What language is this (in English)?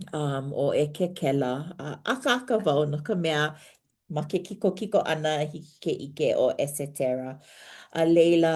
Hawaiian